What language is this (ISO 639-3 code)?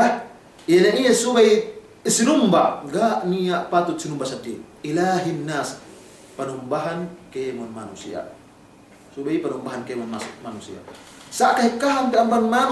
yka